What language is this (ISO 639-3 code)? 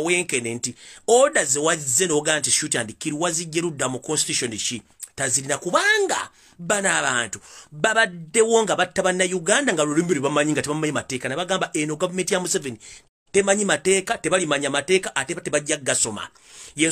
lug